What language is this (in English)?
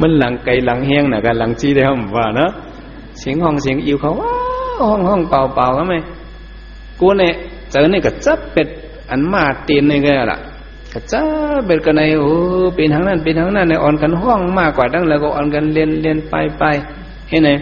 Shan